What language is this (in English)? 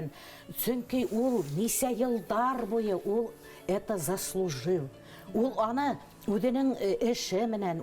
Bashkir